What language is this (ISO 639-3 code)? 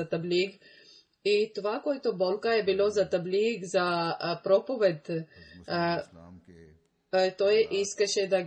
bul